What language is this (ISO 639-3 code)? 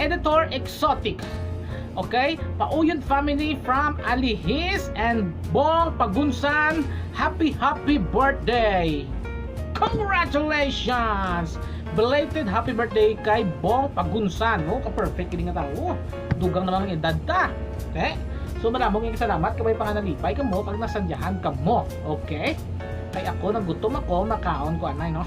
hil